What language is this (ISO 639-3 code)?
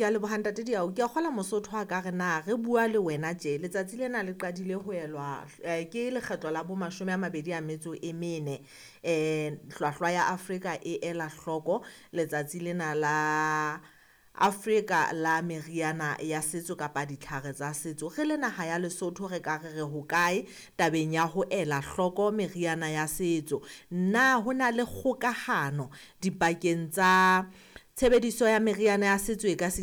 sot